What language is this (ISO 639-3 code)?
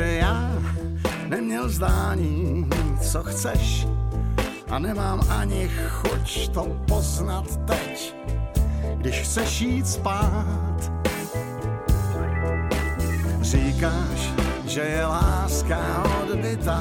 ces